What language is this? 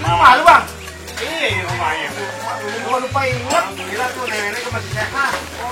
Betawi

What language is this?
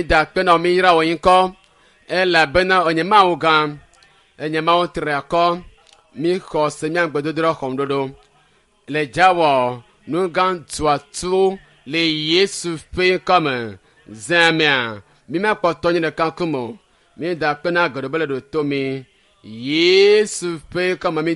Ewe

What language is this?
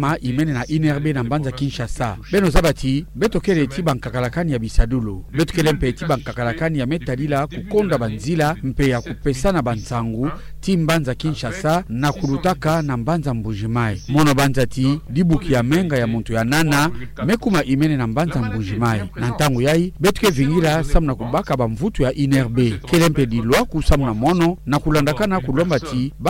Kituba (Democratic Republic of Congo)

